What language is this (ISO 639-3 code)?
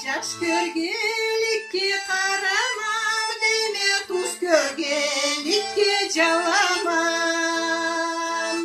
krc